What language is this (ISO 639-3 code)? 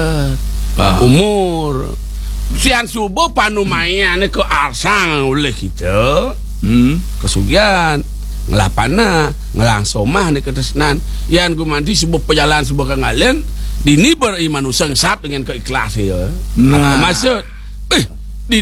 ban